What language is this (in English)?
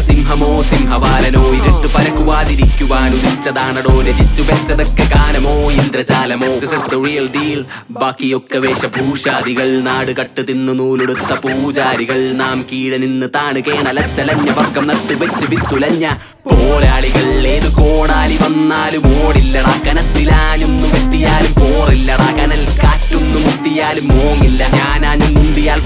Malayalam